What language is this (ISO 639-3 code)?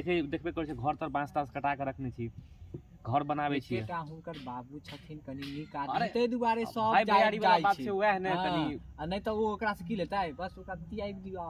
mai